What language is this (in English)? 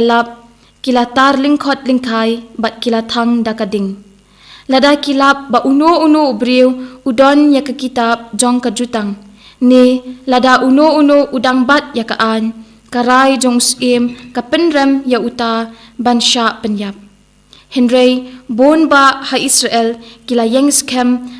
Khasi